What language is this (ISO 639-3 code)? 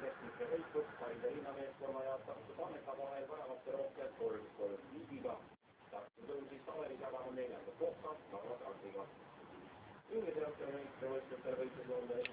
est